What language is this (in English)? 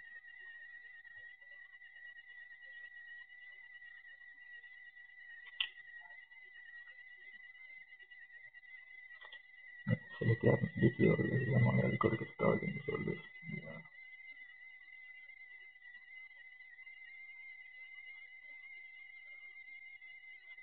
Estonian